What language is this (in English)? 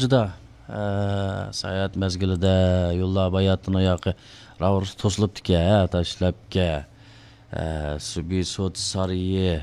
Uyghur